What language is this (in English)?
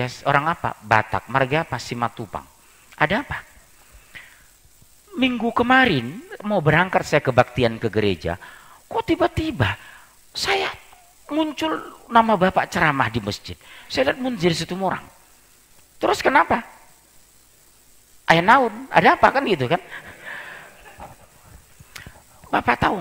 Indonesian